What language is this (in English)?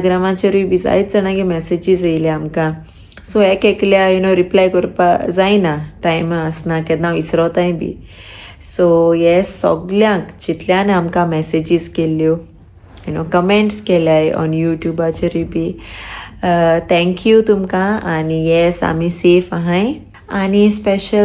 Konkani